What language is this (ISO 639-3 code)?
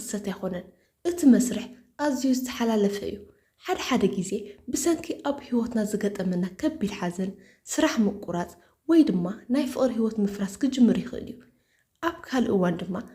tir